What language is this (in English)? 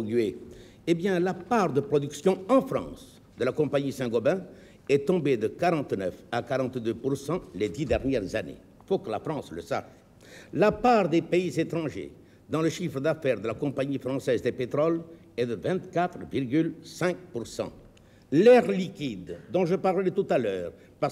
French